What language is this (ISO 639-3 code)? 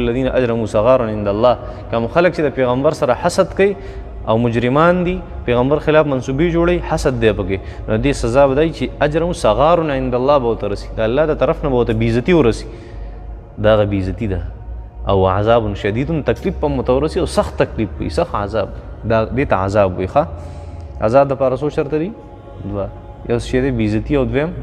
pus